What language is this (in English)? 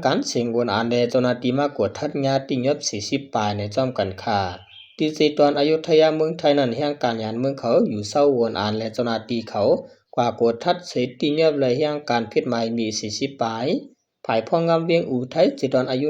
Shan